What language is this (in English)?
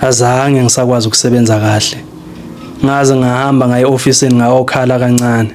Zulu